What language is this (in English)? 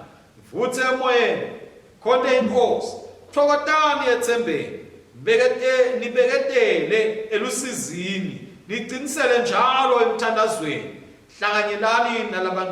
Swati